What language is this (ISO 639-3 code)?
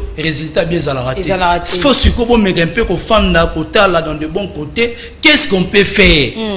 lin